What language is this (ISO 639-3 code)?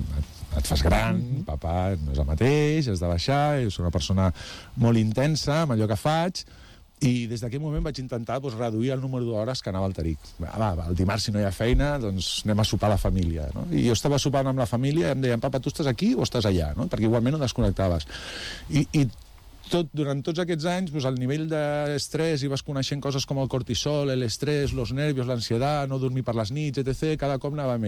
cat